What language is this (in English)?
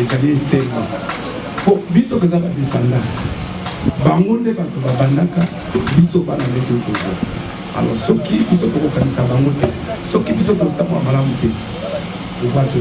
Lingala